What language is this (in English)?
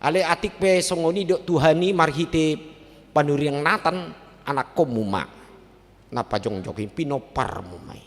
Batak Toba